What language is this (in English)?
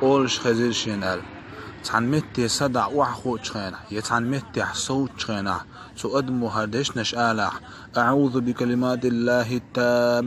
Chechen